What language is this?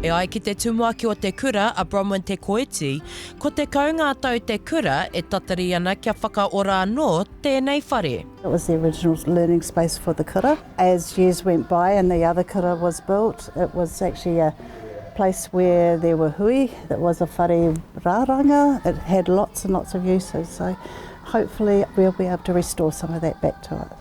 Māori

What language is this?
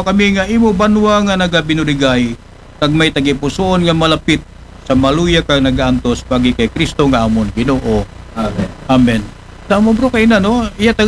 Aklanon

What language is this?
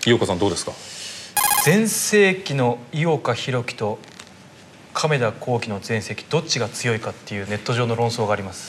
Japanese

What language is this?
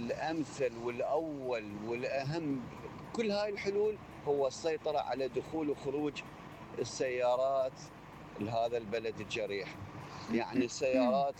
Mesopotamian Arabic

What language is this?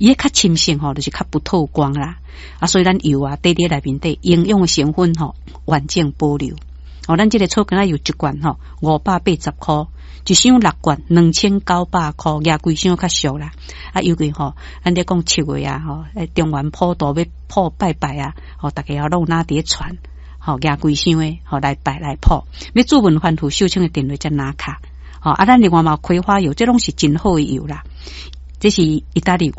Min Nan Chinese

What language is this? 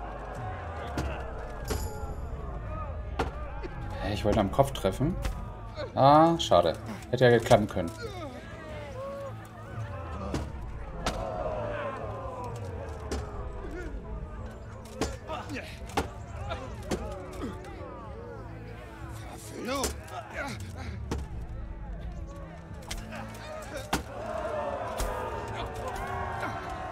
German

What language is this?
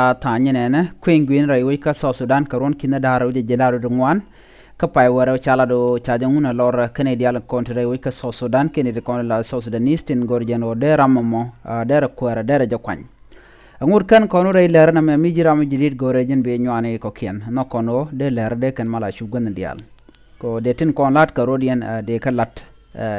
Nuer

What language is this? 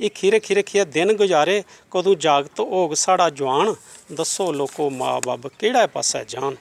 Dogri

